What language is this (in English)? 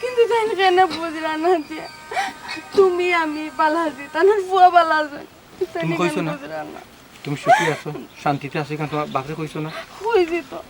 Sylheti